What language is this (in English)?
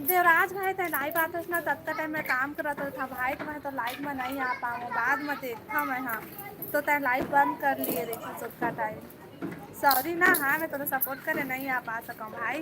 Chhattisgarhi